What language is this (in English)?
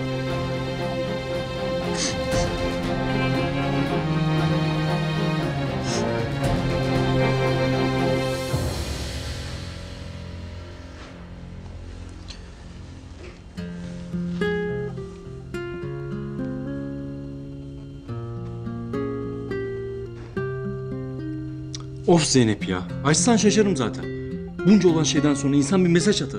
Turkish